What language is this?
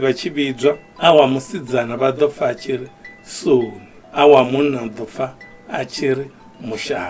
Venda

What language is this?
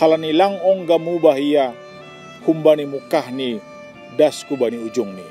Batak Simalungun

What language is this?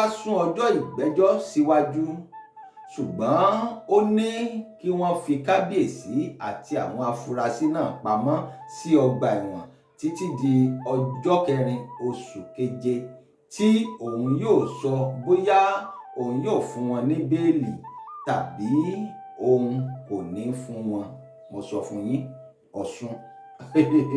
Yoruba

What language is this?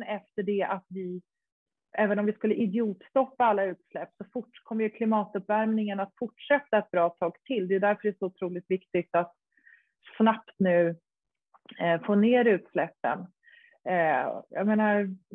Swedish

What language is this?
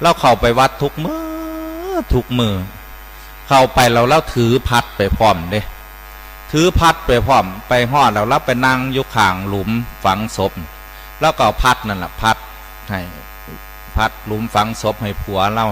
Northeastern Thai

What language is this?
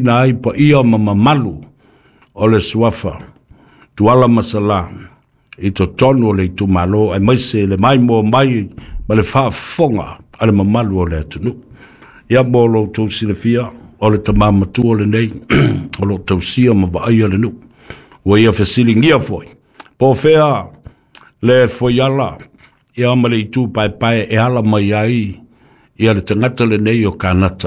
Samoan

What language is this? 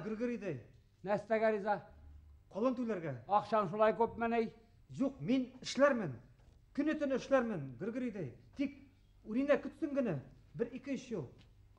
Bashkir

